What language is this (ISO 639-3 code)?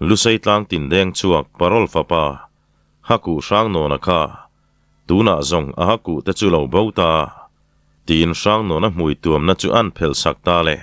lus